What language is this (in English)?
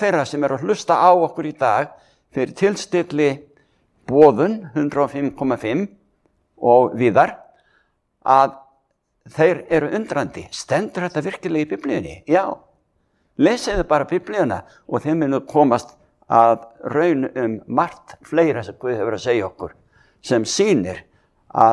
Icelandic